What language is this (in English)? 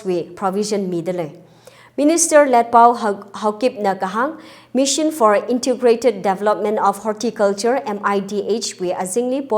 Tangkhul Naga (India)